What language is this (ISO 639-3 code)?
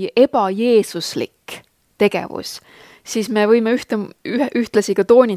est